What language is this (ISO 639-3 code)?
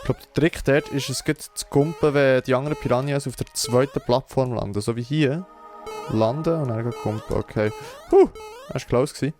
gsw